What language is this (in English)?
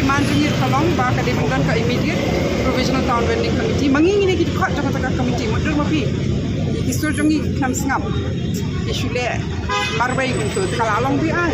Khasi